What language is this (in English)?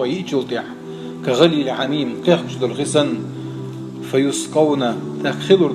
Chechen